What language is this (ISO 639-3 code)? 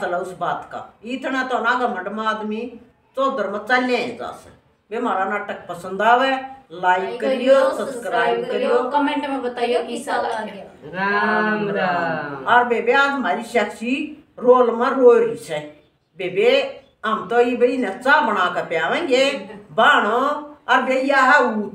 bgc